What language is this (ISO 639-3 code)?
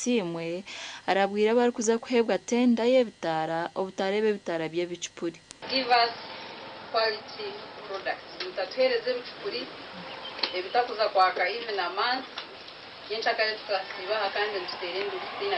nyn